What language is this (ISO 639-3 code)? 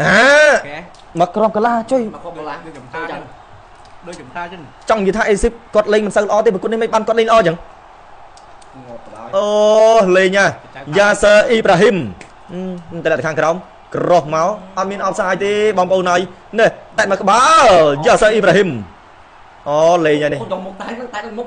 khm